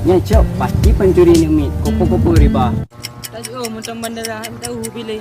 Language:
Achinese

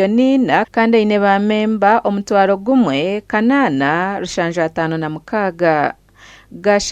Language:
Nyankole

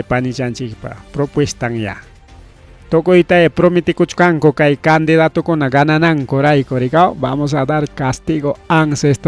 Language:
Ayacucho Quechua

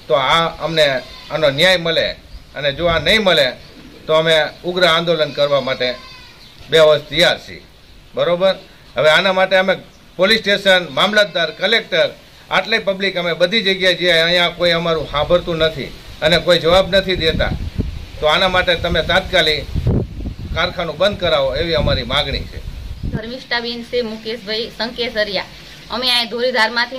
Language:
Gujarati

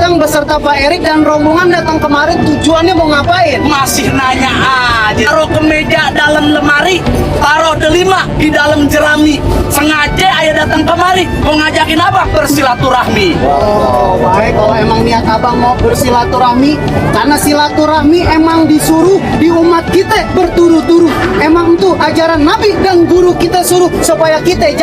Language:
Betawi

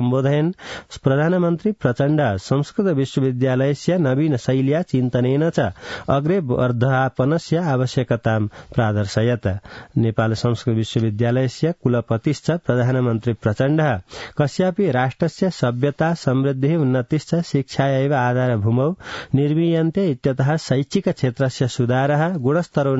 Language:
Sanskrit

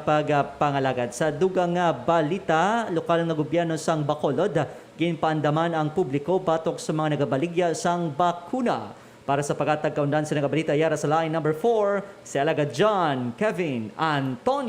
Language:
Hiligaynon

